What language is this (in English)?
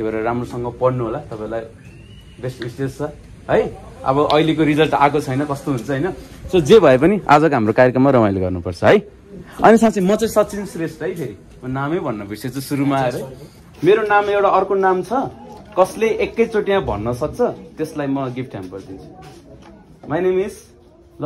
Nepali